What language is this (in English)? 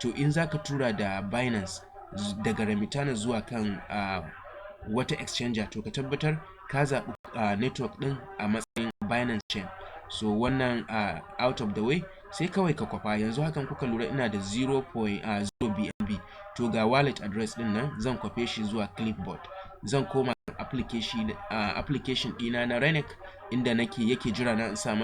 Hausa